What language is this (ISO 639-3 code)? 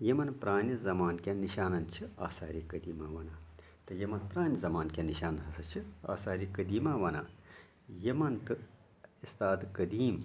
kas